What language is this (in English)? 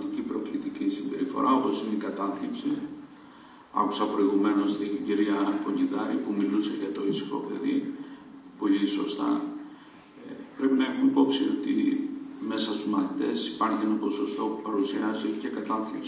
Greek